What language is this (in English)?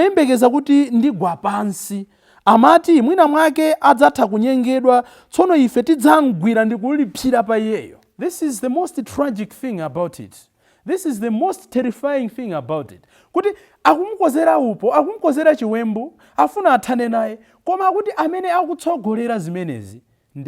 Nyanja